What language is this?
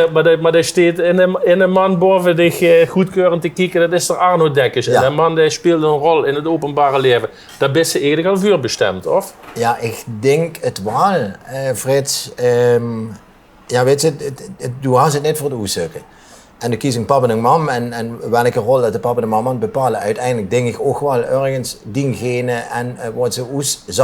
Limburgish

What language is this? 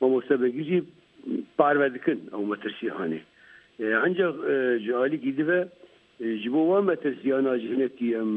Kurdish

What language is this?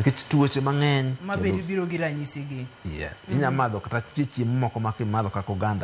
Luo (Kenya and Tanzania)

